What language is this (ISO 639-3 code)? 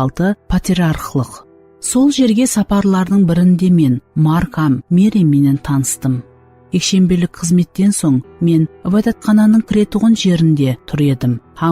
kaa